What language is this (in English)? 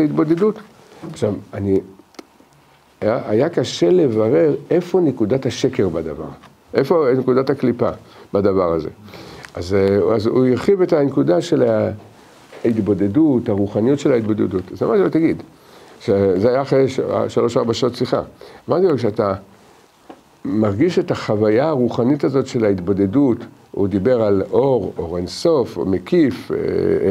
Hebrew